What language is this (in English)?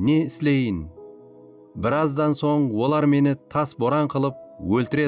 Kara-Kalpak